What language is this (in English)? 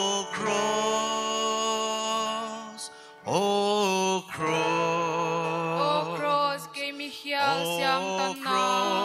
Paite Chin